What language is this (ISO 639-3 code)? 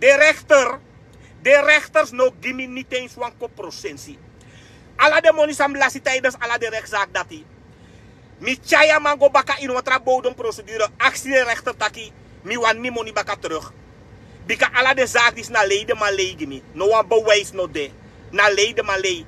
srn